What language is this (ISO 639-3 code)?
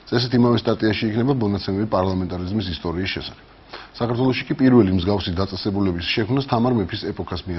kat